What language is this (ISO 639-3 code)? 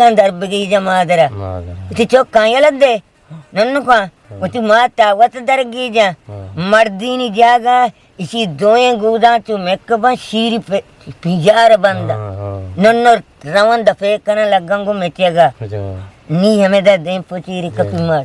bgp